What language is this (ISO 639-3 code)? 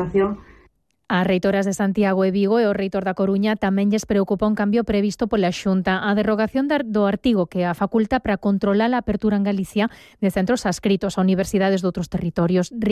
glg